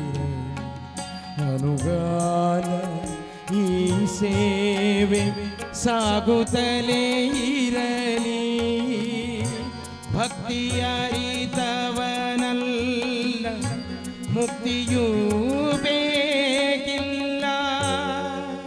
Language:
Kannada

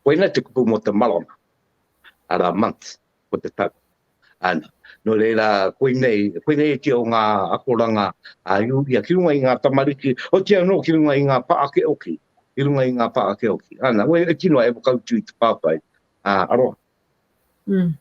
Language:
Māori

